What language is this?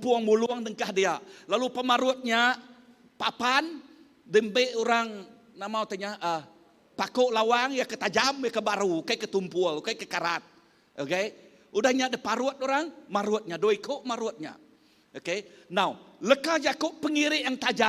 Iban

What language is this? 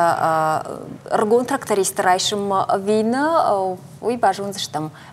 Ossetic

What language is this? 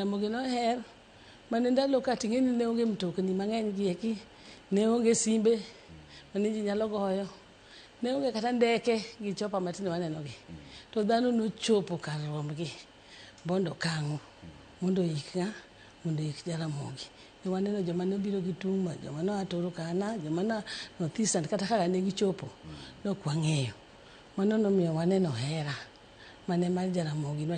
Luo (Kenya and Tanzania)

